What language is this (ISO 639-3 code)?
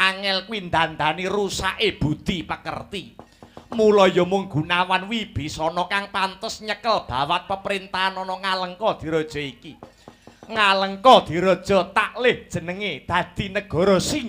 jav